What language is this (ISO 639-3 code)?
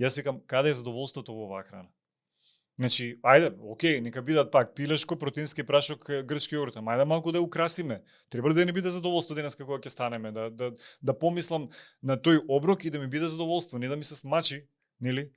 mkd